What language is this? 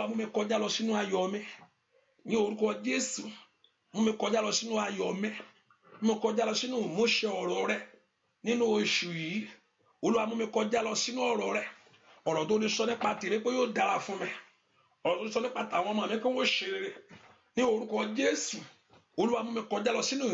Yoruba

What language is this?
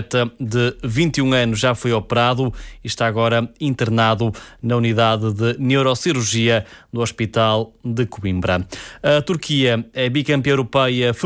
Portuguese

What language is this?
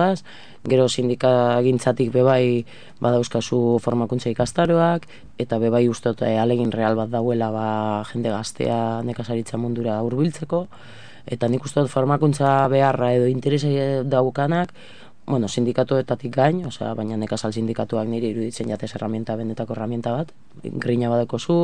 Basque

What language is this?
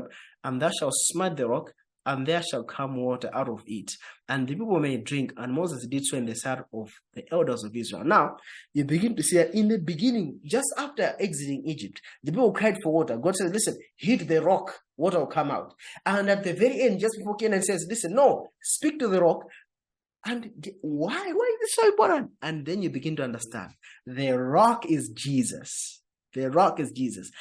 English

